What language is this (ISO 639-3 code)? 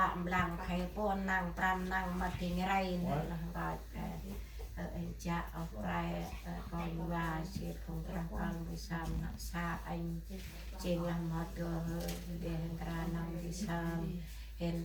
cmo